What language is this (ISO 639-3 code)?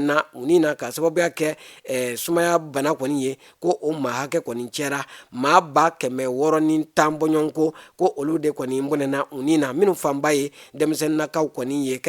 bam